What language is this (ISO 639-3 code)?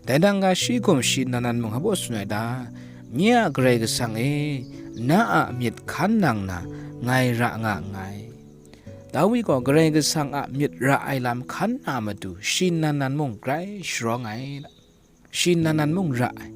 kac